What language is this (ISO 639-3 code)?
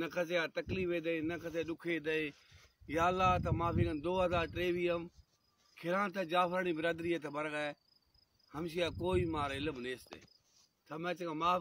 bal